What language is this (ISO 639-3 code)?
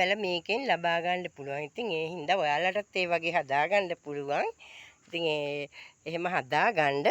sin